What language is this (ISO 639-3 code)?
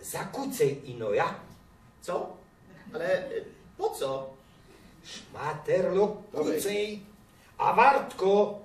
szl